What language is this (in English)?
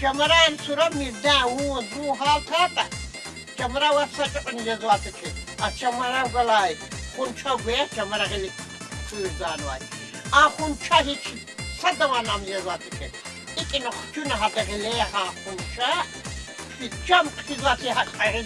Lezghian